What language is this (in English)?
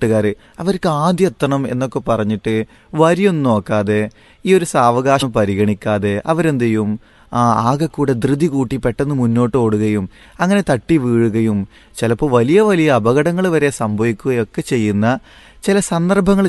Malayalam